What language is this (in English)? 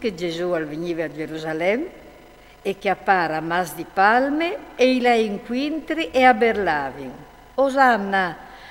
Friulian